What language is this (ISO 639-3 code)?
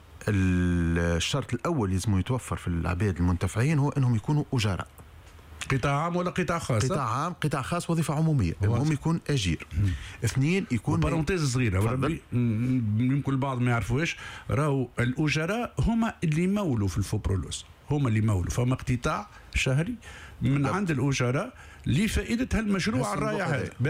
aeb